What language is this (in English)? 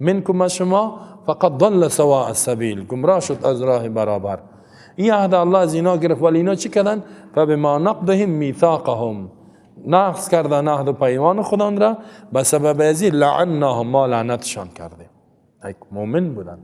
Persian